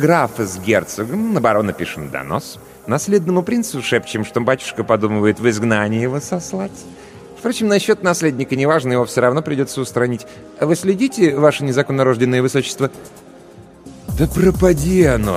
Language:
Russian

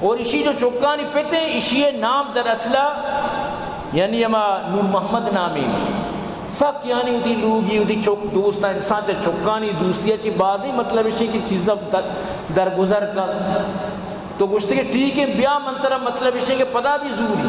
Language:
Baluchi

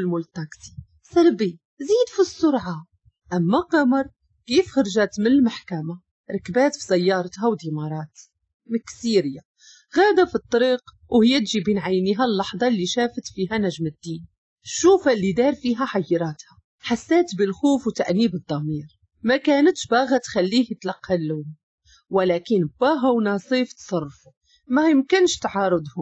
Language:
Moroccan Arabic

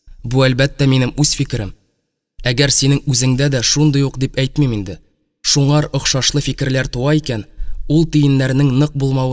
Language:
Tatar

